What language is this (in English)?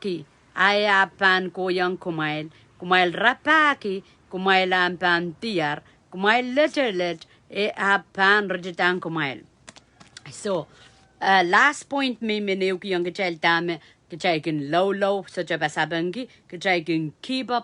Pohnpeian